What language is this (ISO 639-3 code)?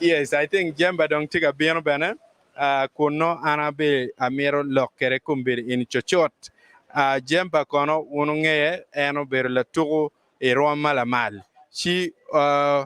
ach